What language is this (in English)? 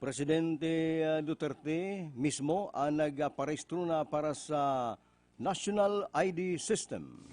Bikol